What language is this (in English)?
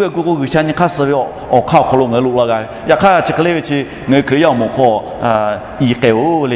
Lahu